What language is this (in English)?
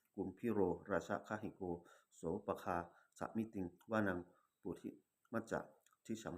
Pali